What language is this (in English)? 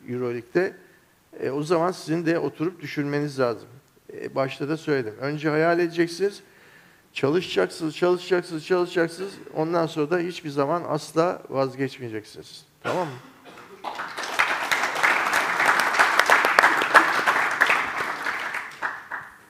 Turkish